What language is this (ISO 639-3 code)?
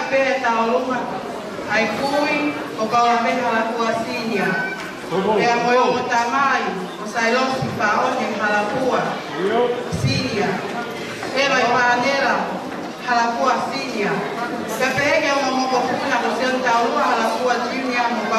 ton